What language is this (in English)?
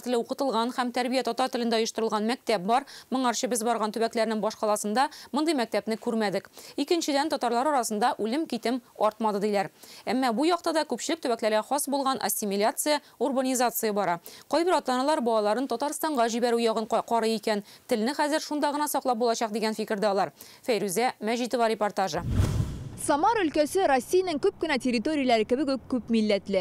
Tatar